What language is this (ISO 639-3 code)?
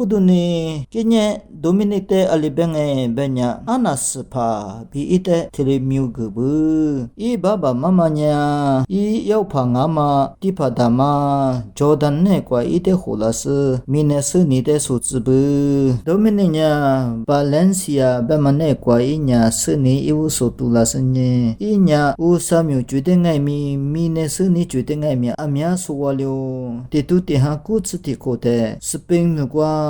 lis